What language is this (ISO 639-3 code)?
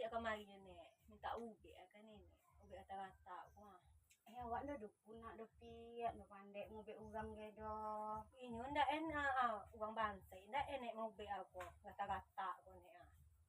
min